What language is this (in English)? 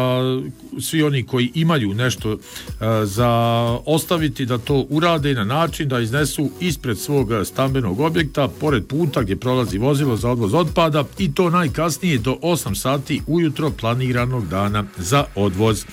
Bosnian